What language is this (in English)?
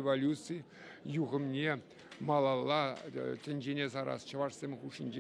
Chuvash